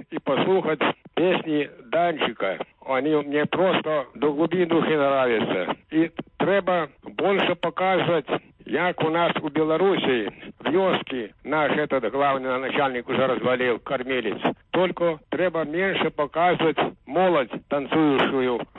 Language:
Belarusian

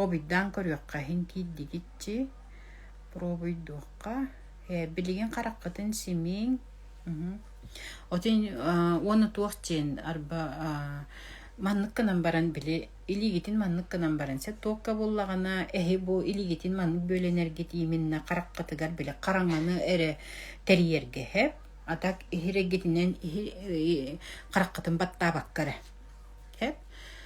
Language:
Yakut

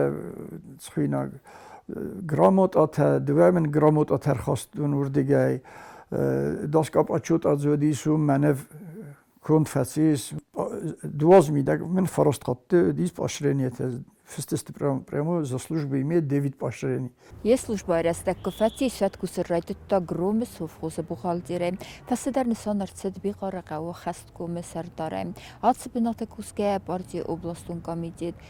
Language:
Ossetic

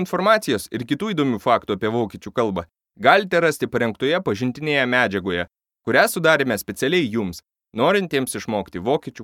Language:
Lithuanian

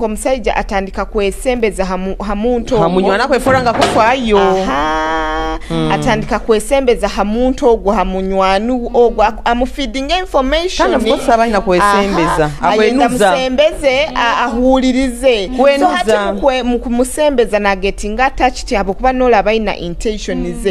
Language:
Nyoro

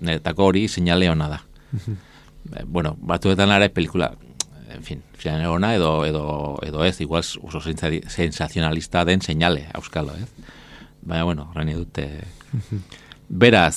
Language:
Basque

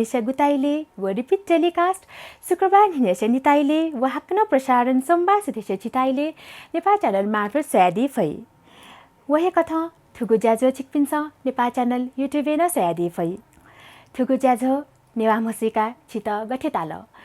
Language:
Newari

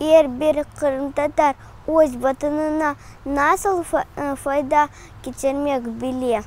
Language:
Crimean Tatar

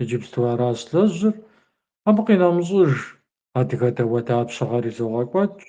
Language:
Kabardian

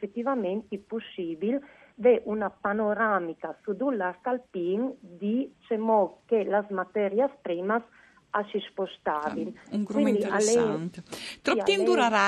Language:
Friulian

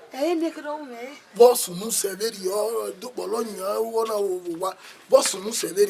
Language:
Bini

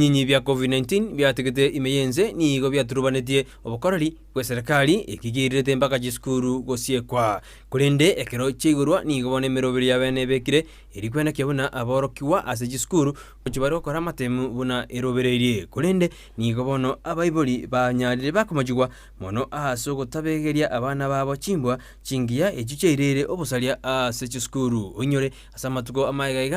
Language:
Gusii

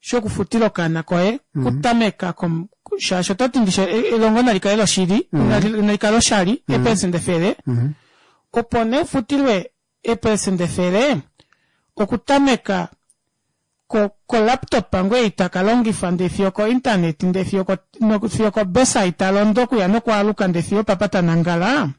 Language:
Kuanyama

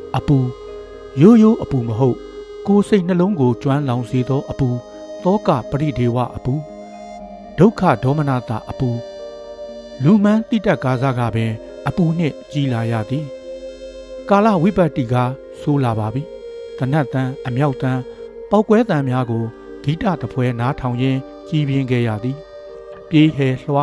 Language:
Burmese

